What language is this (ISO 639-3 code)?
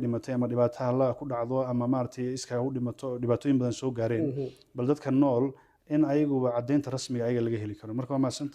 som